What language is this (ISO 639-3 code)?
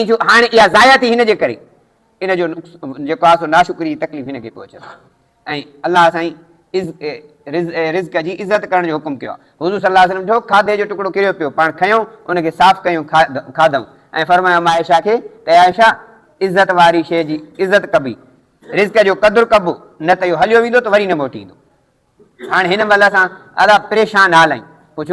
snd